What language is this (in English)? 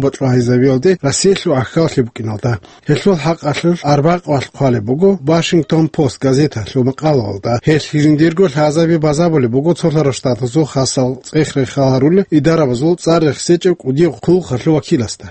Avaric